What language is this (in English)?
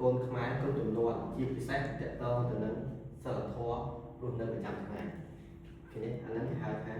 Khmer